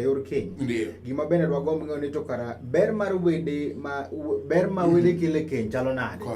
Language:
Luo (Kenya and Tanzania)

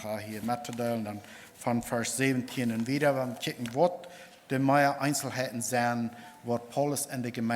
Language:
Plautdietsch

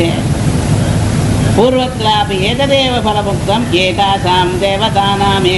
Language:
Tamil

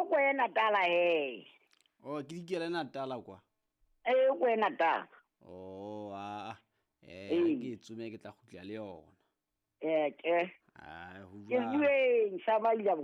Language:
Southern Sotho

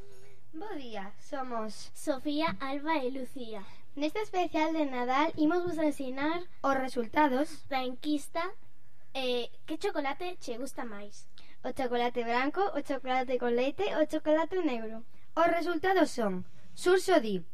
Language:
Galician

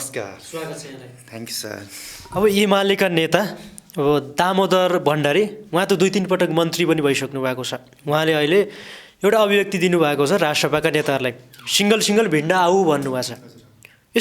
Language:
Nepali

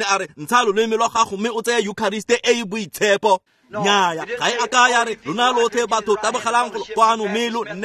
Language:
Tswana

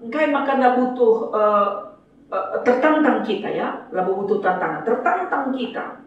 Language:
Batak Karo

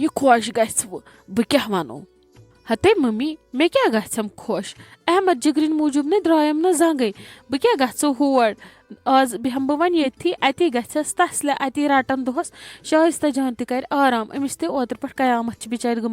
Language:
Kashmiri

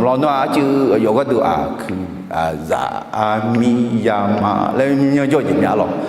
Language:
Akha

